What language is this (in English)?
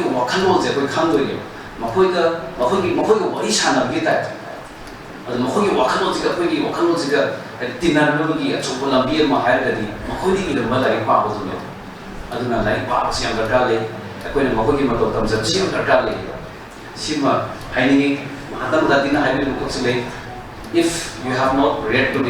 Manipuri